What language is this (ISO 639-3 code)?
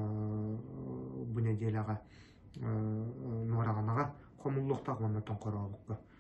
sah